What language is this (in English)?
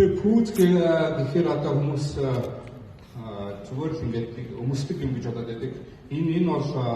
Mongolian